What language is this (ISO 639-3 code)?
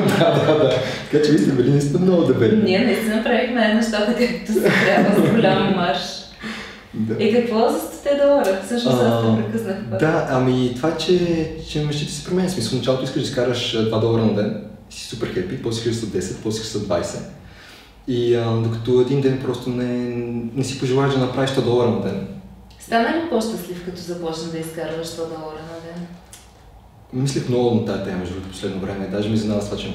bul